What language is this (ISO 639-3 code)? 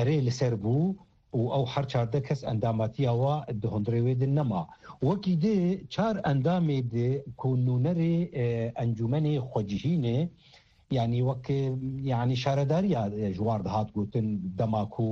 kur